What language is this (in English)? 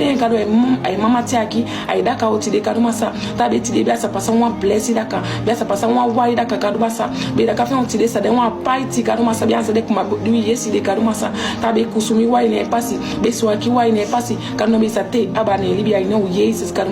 Saramaccan